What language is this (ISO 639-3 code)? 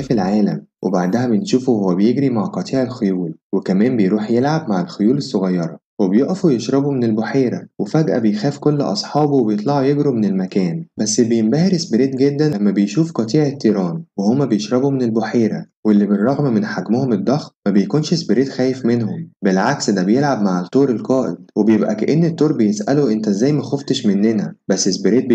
arz